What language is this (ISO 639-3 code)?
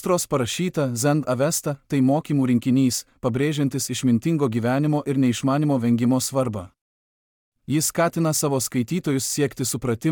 lit